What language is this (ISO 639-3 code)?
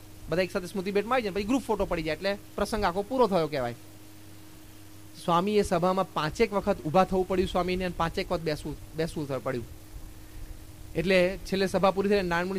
guj